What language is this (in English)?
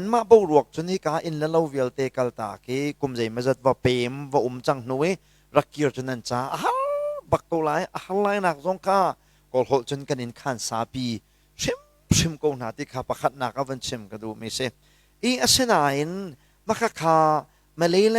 Hakha Chin